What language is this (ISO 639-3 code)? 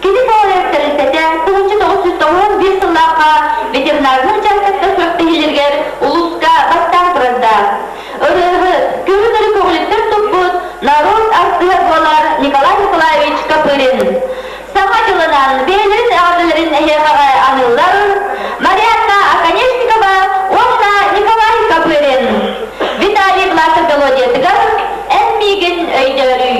sah